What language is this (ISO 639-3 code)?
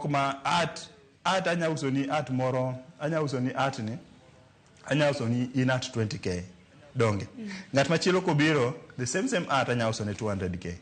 luo